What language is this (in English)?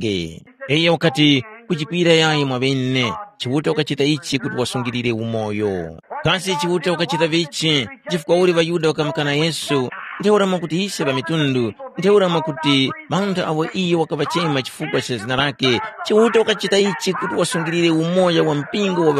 Tumbuka